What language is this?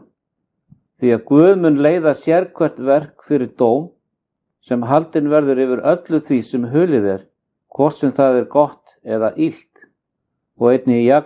Icelandic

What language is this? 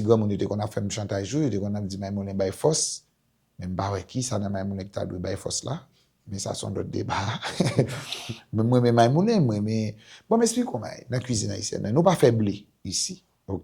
Haitian Creole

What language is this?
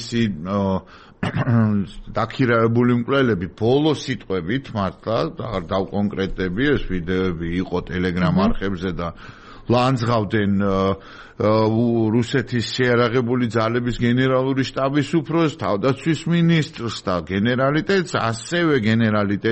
Georgian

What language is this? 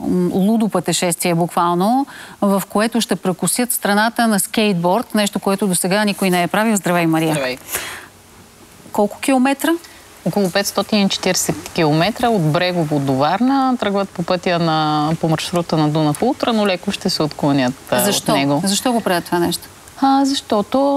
Bulgarian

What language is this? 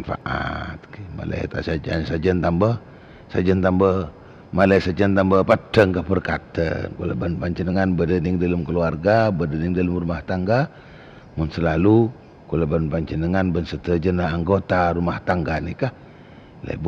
Madurese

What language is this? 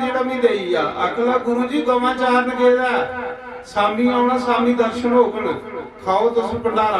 Dogri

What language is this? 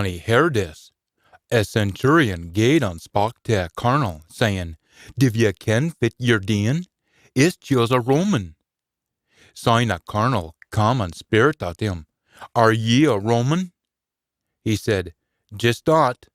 Scots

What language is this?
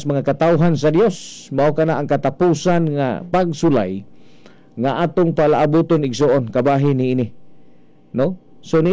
Cebuano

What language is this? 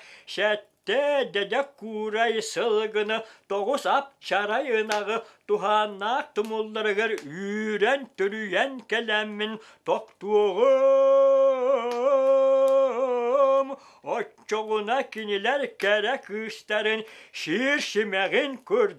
Yakut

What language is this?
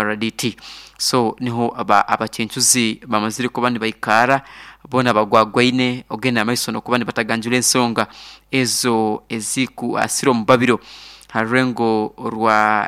Nyoro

